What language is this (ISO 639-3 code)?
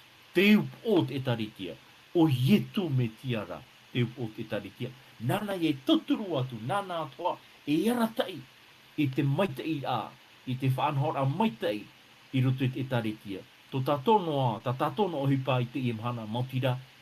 tah